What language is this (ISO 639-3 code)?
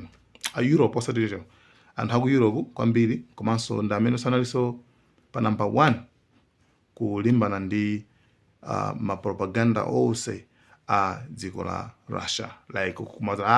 nya